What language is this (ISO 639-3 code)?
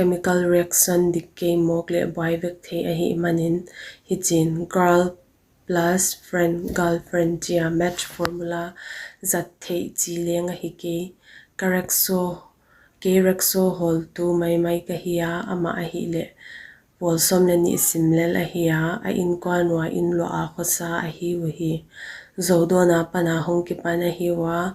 pck